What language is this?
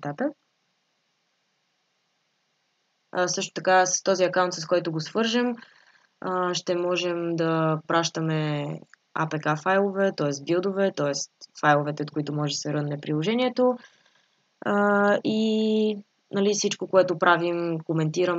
Bulgarian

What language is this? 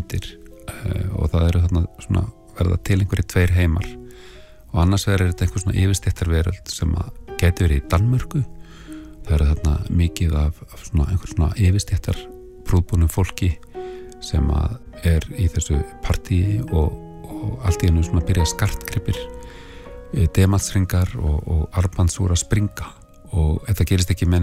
Icelandic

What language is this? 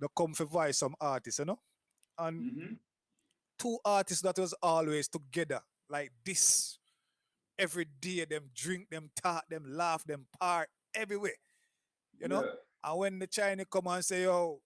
Jamaican Creole English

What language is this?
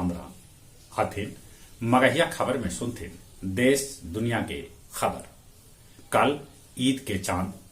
Magahi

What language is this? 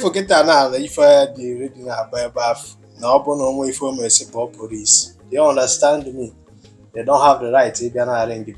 Igbo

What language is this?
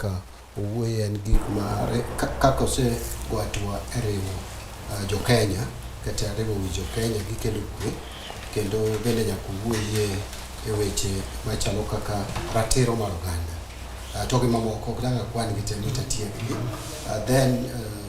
Luo (Kenya and Tanzania)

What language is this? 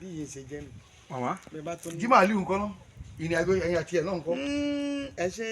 Yoruba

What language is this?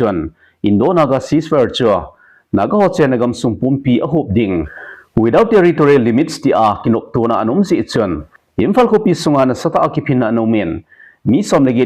Thado Chin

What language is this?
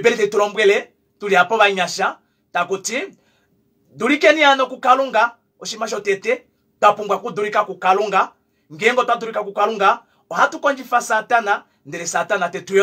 Kuanyama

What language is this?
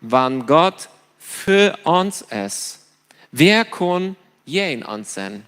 Plautdietsch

